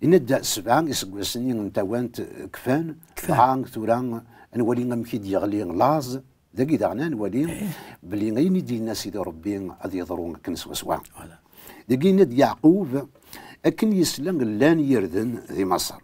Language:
Kabyle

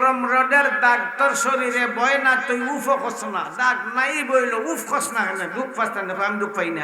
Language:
Sylheti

